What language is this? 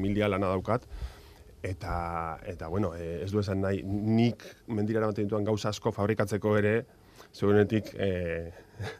Basque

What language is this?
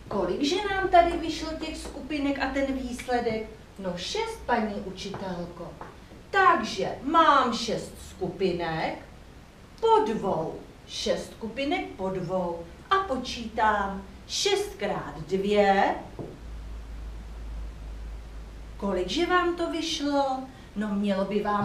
Czech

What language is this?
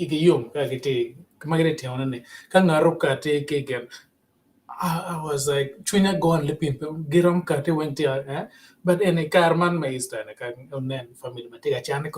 Acoli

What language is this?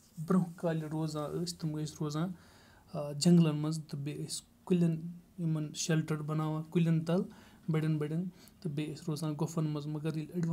Kashmiri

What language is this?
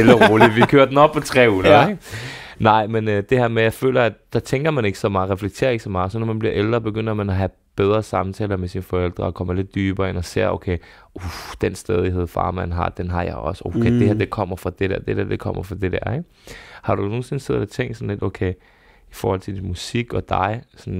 Danish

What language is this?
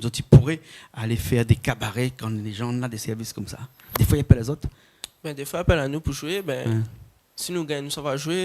Réunion Creole French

